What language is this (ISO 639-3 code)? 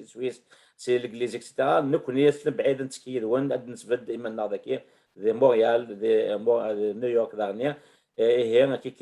kab